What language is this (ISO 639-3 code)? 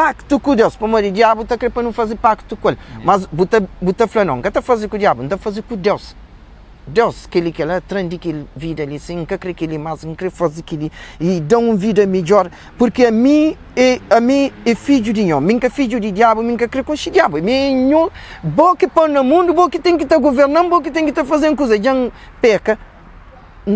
kea